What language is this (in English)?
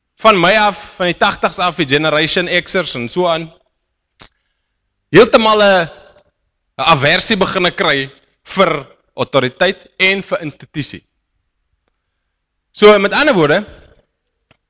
Afrikaans